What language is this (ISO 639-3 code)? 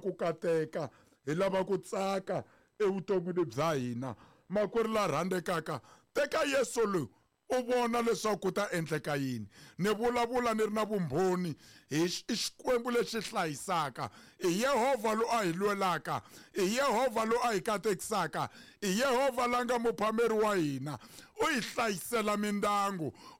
tso